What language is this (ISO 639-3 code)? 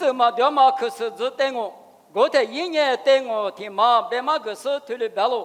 lis